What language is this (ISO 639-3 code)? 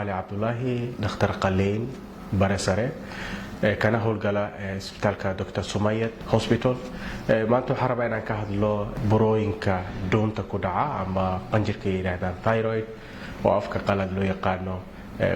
som